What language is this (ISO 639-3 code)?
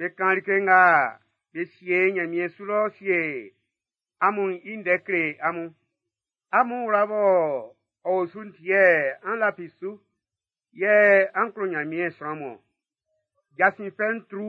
bci